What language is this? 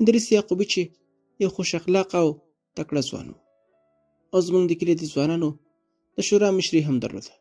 Pashto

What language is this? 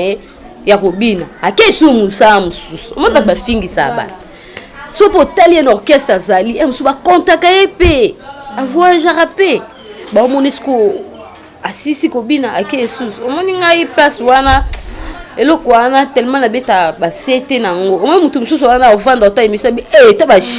Lingala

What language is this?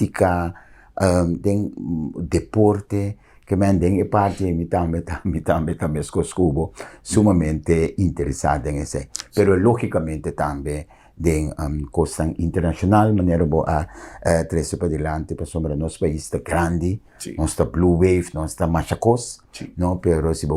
Papiamento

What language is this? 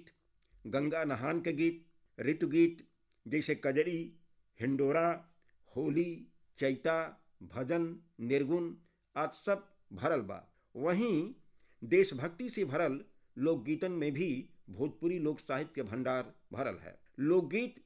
Bhojpuri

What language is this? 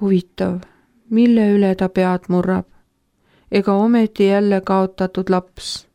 Estonian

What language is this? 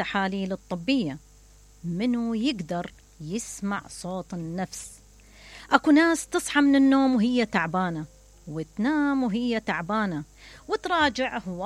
Mesopotamian Arabic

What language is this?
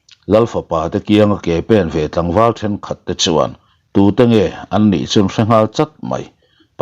Mizo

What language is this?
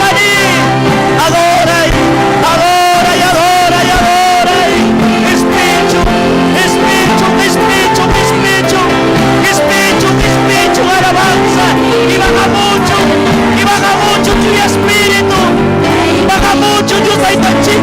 Ayacucho Quechua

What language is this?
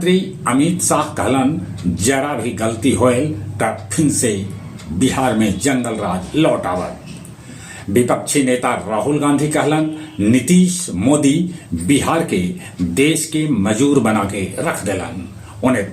Magahi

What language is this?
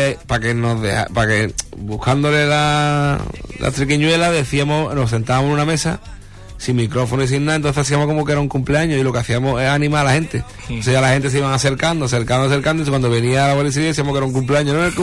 Spanish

